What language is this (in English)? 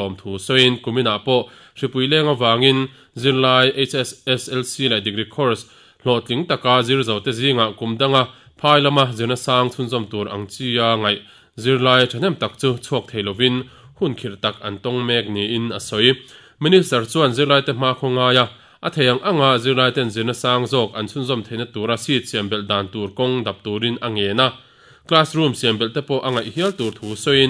Mizo